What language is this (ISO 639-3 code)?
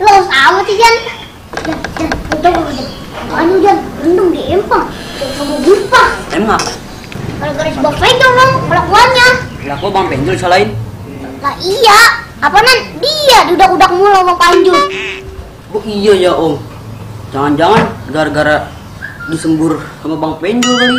bew